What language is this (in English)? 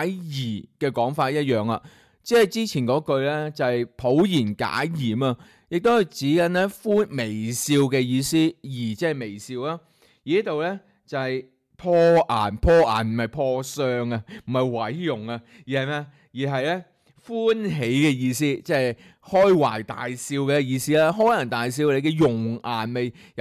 Cantonese